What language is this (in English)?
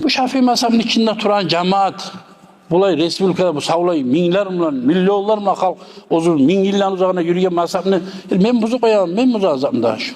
Kumyk